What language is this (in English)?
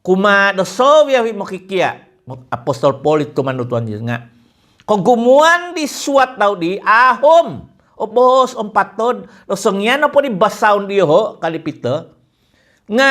Central Dusun